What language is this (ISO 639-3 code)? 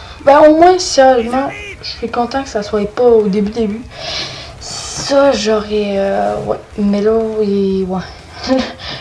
fra